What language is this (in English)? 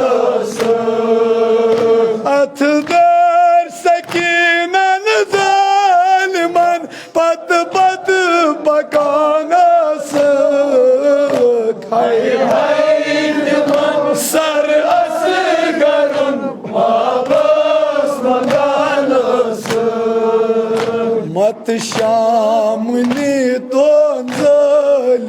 Kashmiri